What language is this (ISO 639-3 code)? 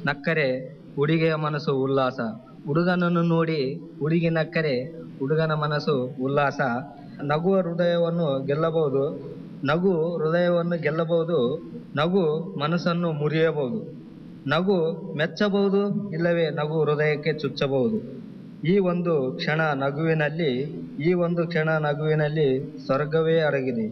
kan